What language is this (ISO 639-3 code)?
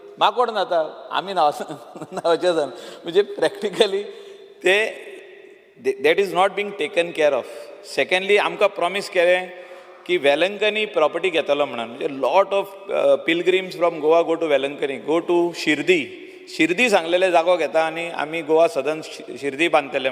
kok